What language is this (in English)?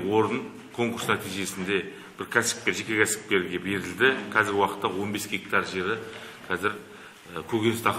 Kazakh